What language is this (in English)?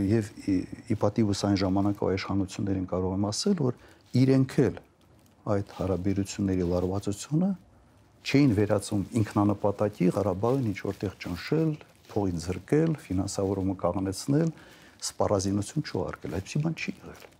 Armenian